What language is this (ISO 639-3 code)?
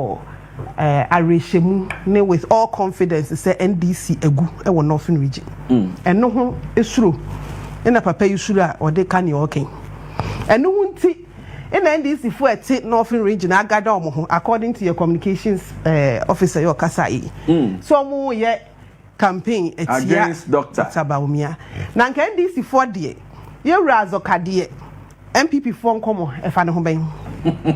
aka